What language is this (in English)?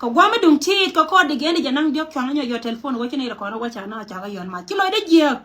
Nuer